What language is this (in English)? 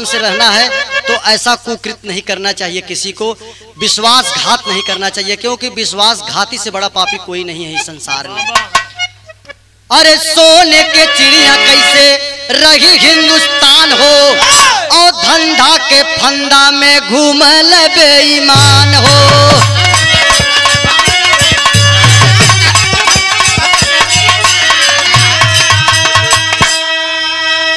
Bhojpuri